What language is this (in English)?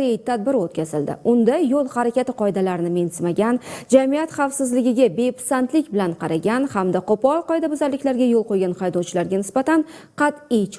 Uzbek